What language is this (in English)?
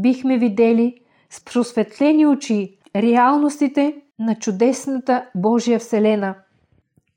Bulgarian